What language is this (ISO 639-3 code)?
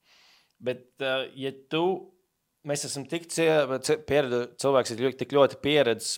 lav